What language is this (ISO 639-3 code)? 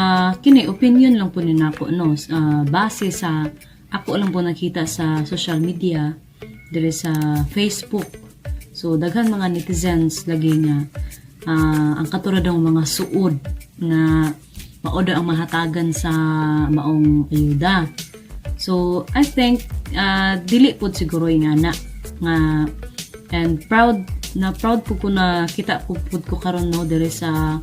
ceb